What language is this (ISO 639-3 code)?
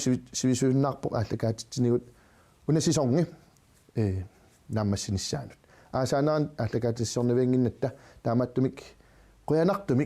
kal